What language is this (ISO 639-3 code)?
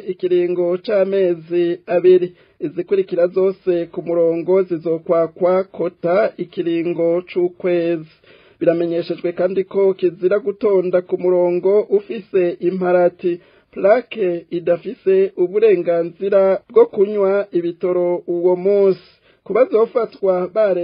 run